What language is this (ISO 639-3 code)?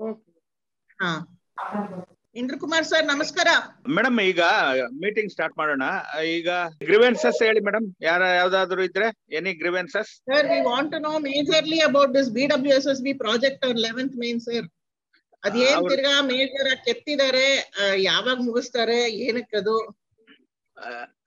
kan